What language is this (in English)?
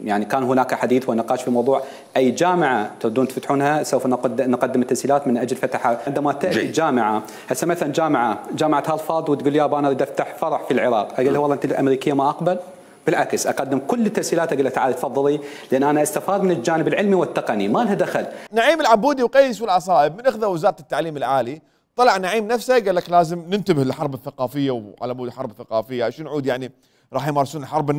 Mesopotamian Arabic